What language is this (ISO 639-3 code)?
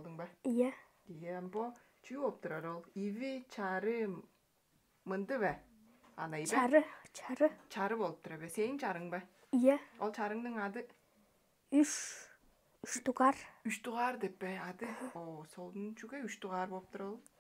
tyv